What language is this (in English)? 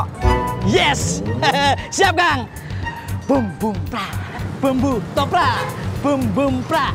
Betawi